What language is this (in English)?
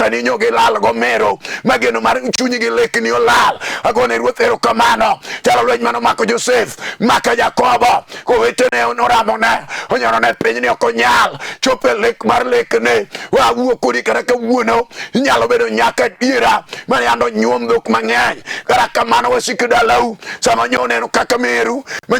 Luo (Kenya and Tanzania)